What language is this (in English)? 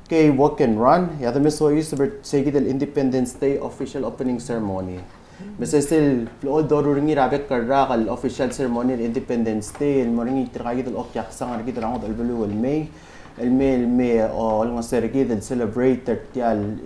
Palauan